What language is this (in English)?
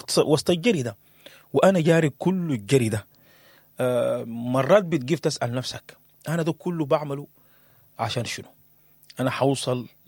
Sudanese Arabic